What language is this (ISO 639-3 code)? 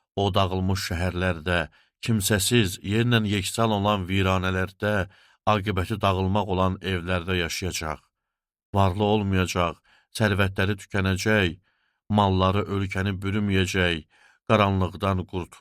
aze